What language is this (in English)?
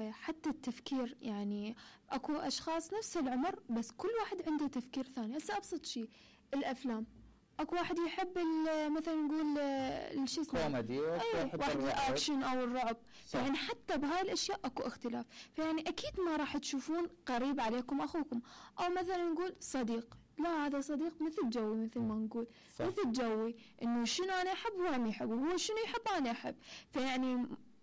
Mesopotamian Arabic